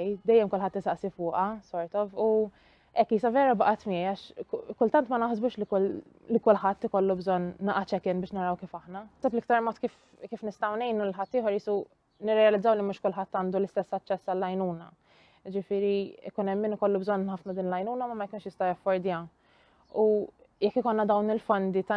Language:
Maltese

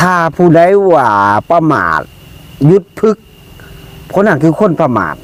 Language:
Lao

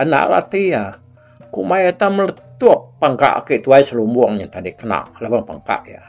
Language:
Iban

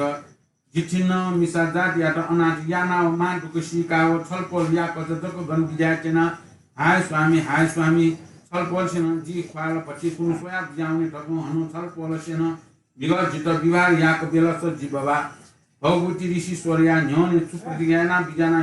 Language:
Newari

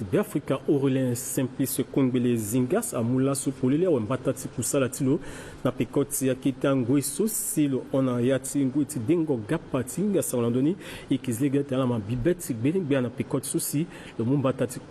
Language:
Sango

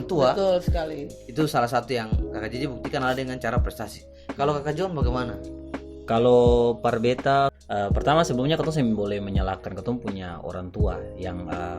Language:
Ambonese Malay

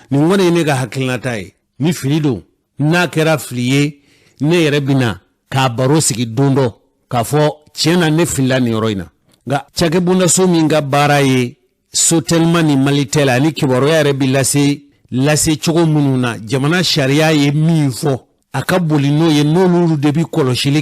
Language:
Bambara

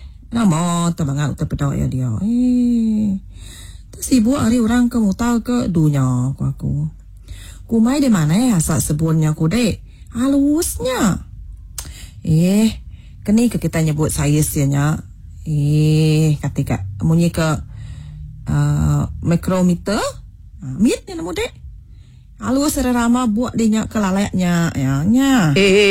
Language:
Iban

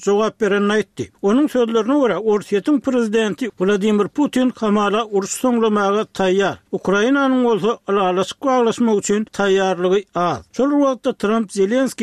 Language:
Kyrgyz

